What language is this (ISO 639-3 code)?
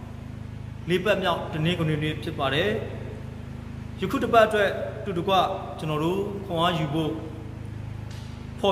mya